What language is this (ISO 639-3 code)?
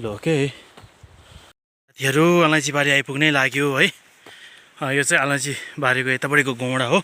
nep